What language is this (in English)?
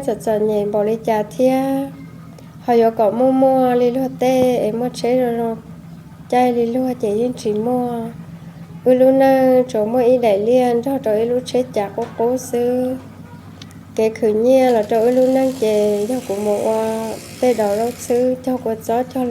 Hmong